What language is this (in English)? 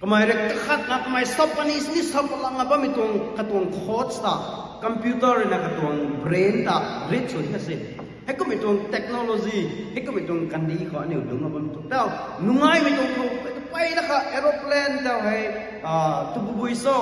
Rongmei Naga